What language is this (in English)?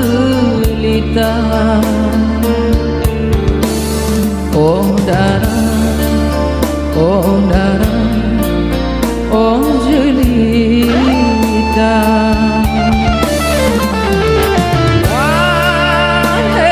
Malay